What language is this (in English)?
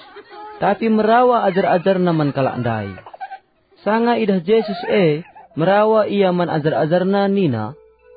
Batak Karo